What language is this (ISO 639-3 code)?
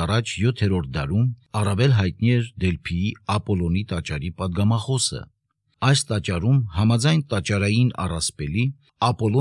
hye